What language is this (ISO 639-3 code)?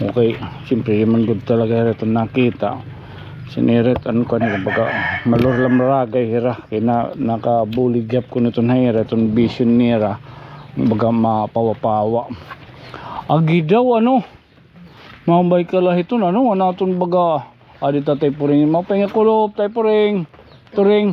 war